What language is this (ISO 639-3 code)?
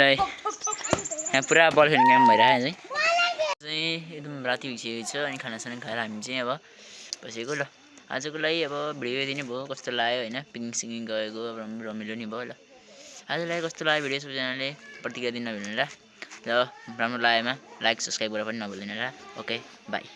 nep